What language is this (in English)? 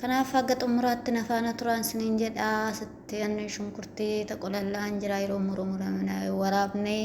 Oromo